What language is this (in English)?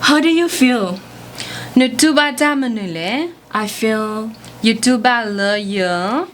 S'gaw Karen